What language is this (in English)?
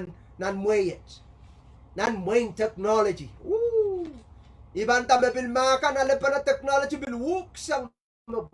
Pohnpeian